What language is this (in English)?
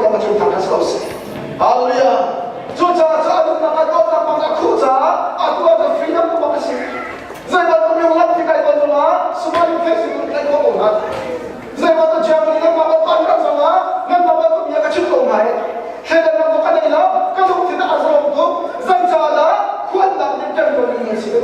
Hakha Chin